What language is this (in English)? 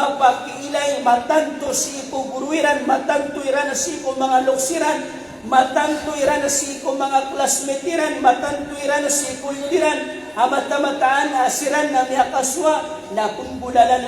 Maranao